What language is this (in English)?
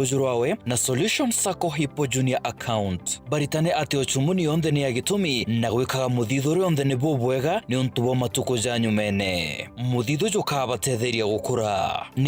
Meru